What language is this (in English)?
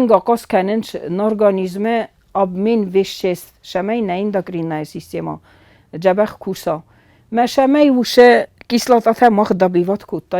Ossetic